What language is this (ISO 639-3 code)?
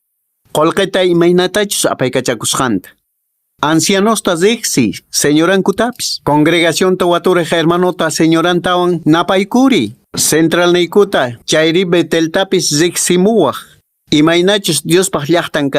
que